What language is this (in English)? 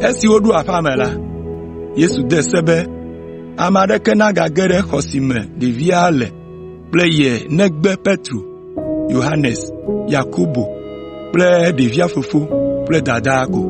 Ewe